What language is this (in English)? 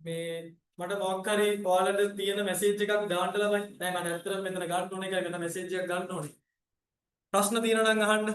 Sinhala